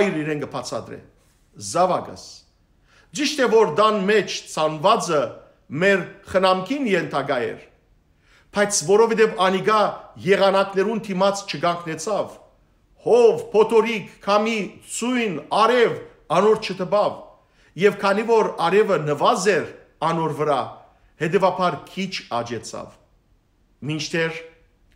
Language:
Western Armenian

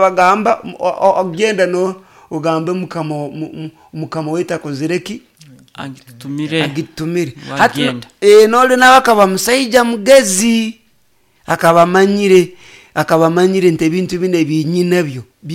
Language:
Nyoro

